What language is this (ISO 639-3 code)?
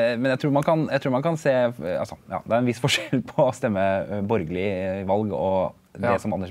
nor